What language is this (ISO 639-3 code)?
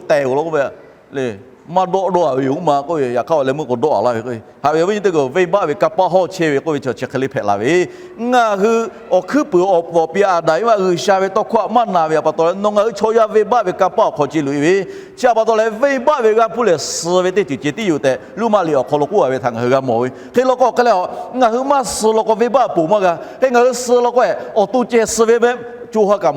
lhu